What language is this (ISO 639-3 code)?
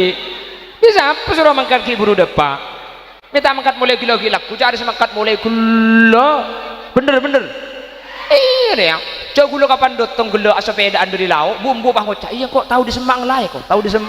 mad